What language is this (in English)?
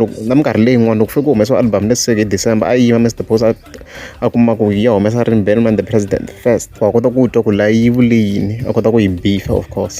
Tsonga